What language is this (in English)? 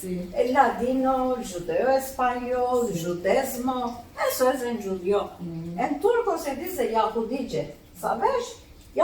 Ladino